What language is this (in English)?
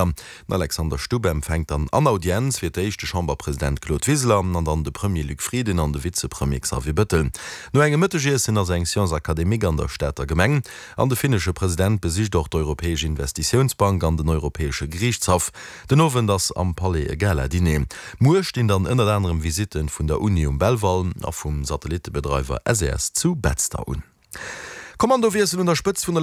Luxembourgish